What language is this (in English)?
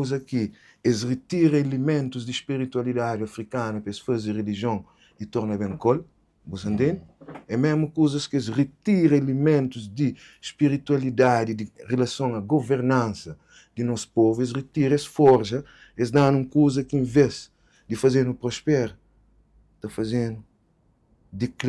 Kabuverdianu